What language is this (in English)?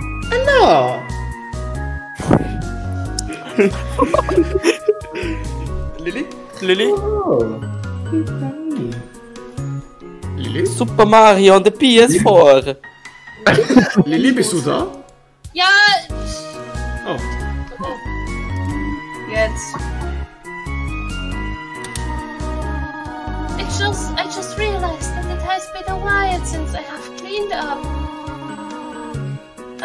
German